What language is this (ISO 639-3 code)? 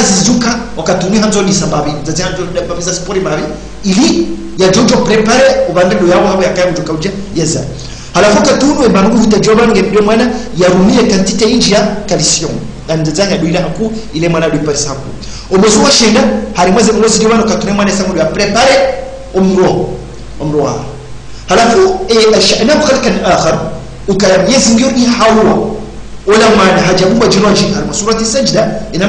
swa